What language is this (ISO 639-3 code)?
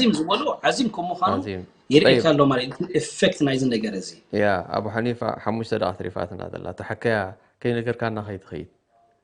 tir